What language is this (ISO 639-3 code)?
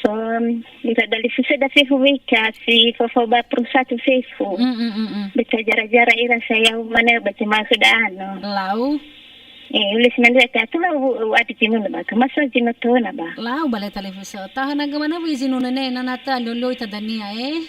nia